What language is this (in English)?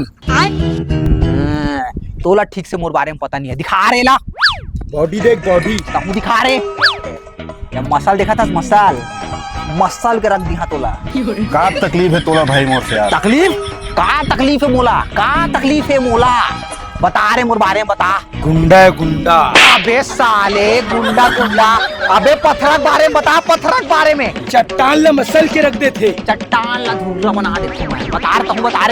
Chhattisgarhi